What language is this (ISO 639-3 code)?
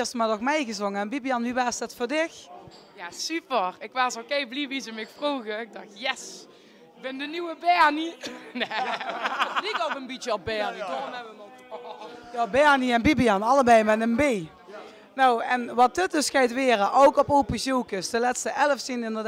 lim